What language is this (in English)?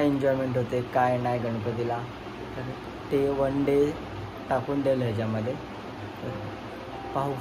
Marathi